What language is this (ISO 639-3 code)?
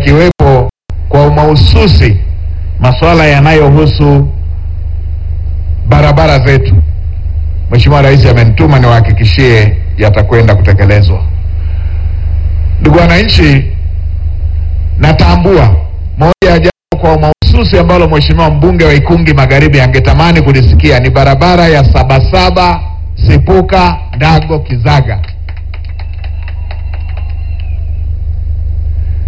swa